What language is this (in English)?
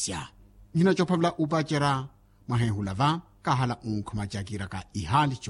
Makhuwa